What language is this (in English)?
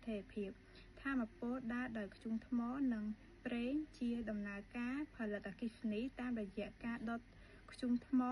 Khmer